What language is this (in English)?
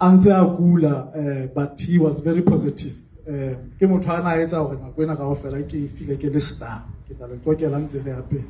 Southern Sotho